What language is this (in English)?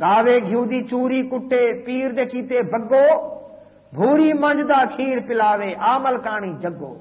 Saraiki